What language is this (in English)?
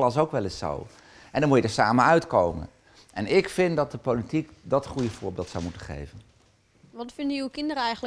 Dutch